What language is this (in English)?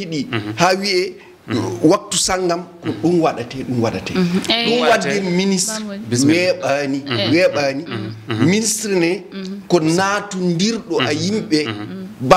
Fula